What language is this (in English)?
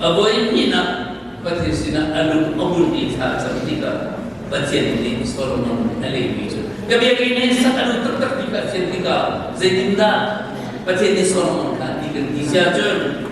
Hakha Chin